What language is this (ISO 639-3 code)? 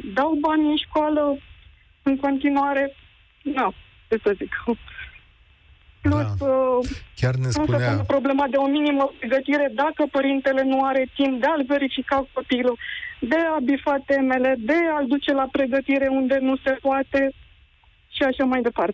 ron